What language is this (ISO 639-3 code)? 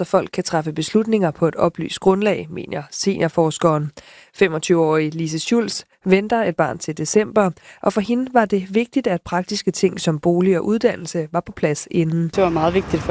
dan